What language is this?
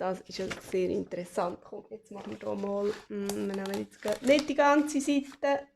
Swiss German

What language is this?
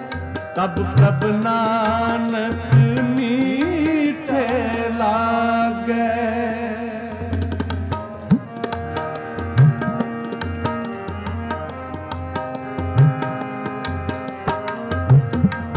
Punjabi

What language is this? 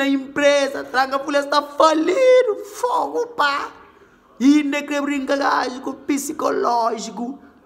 Kabuverdianu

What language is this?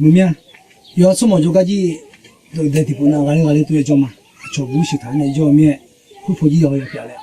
Akha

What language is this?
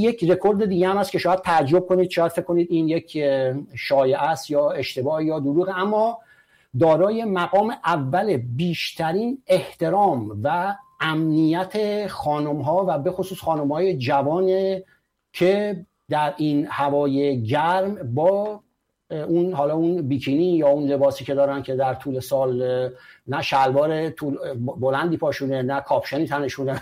Persian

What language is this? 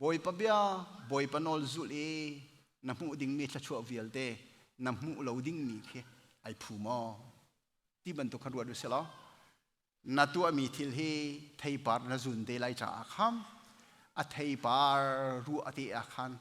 Hakha Chin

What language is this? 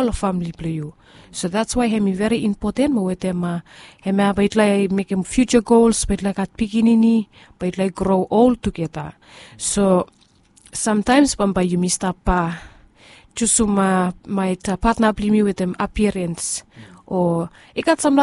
Bislama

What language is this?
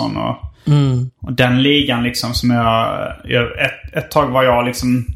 Swedish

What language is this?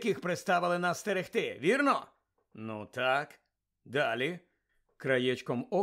Ukrainian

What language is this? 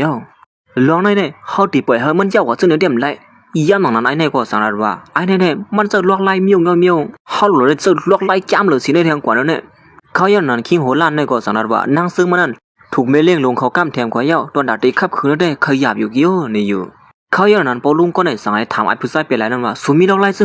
Shan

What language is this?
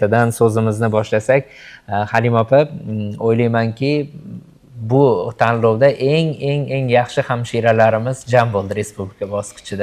Uzbek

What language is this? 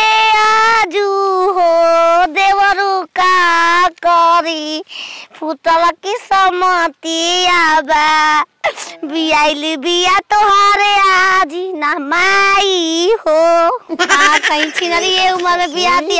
Bhojpuri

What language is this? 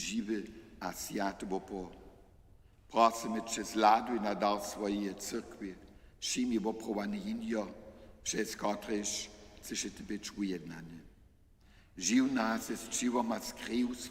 Upper Sorbian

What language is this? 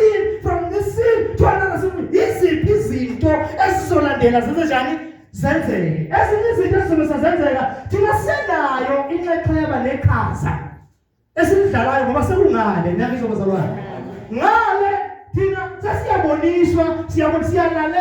Zulu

